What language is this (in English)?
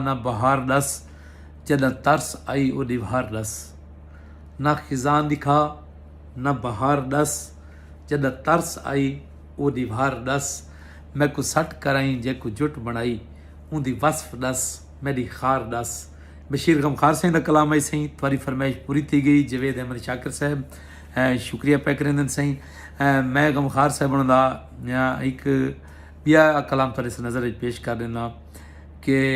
Saraiki